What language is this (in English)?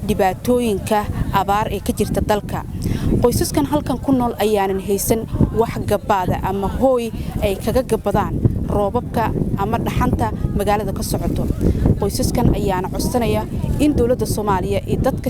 Somali